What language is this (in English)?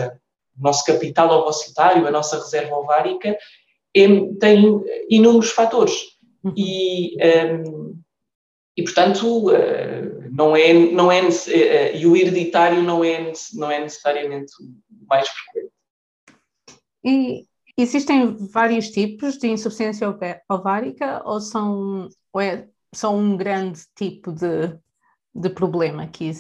Portuguese